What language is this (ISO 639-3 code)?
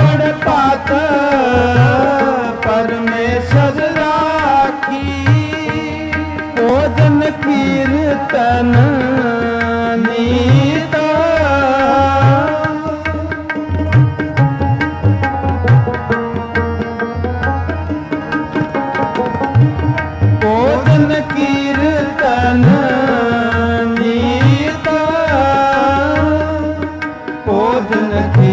pan